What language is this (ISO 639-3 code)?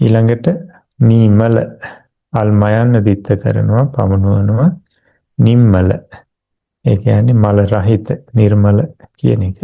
sin